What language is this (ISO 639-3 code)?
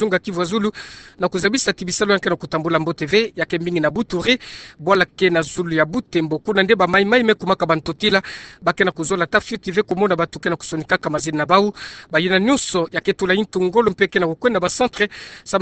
ktu